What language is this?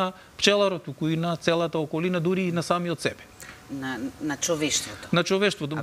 Macedonian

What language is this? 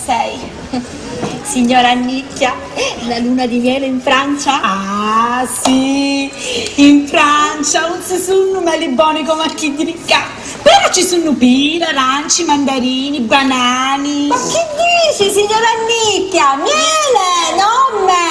Sicilian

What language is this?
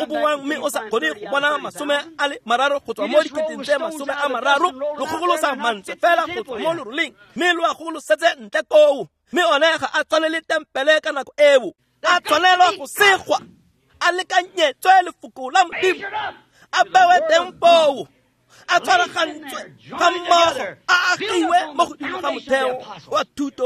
Tswana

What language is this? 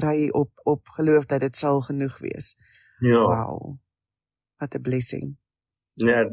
Afrikaans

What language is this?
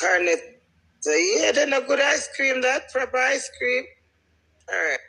Jamaican Creole English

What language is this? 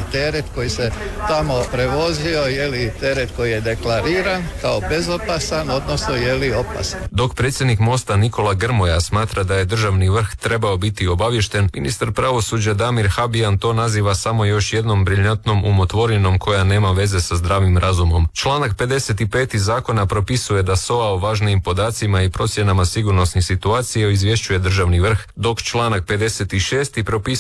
Croatian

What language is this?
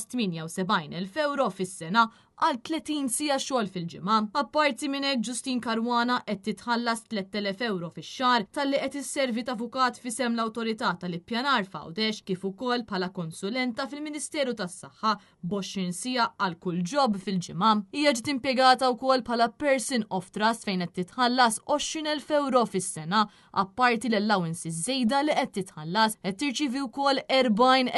Maltese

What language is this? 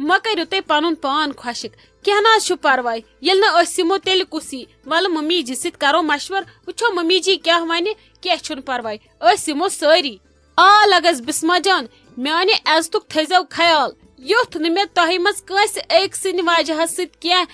Kashmiri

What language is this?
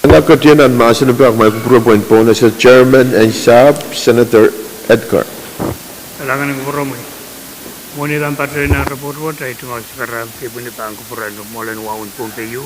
Pohnpeian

